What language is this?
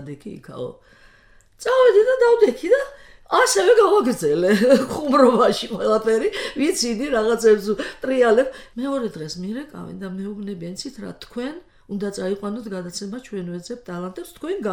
Georgian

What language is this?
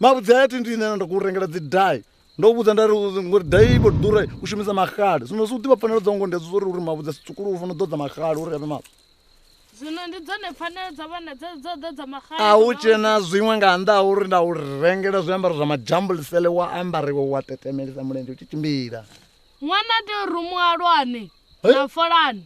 Venda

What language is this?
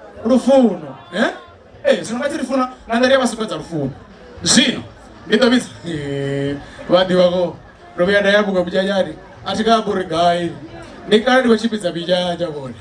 Venda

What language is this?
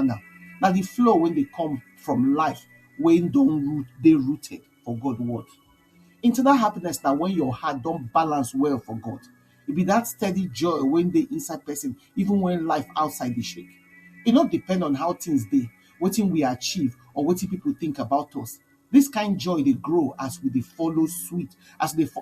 Nigerian Pidgin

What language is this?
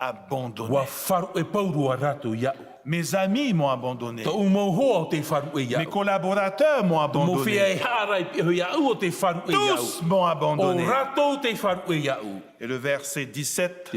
Tahitian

